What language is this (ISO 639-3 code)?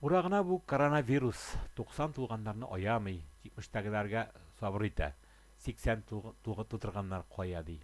tat